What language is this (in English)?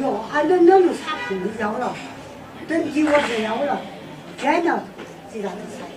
Tangkhul Naga (India)